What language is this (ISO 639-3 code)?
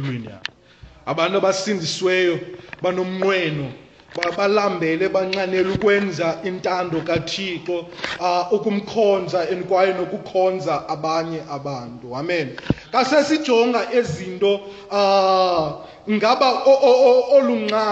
xho